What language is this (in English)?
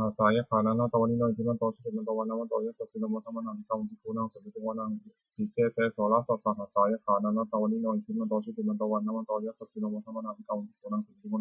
Pali